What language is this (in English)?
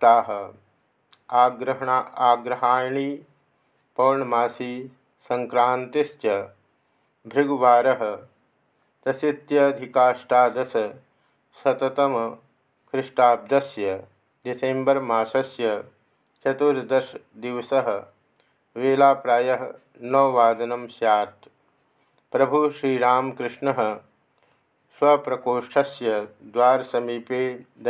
Sanskrit